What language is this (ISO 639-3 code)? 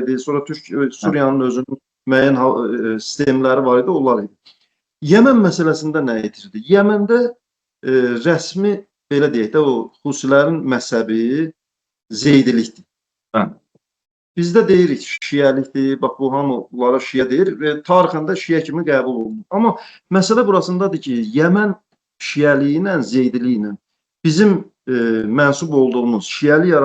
aze